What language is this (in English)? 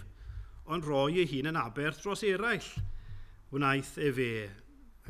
Welsh